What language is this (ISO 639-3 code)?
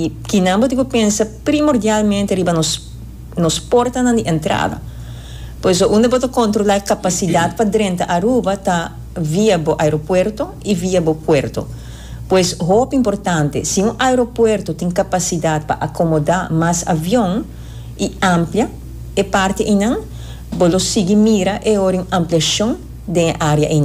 pap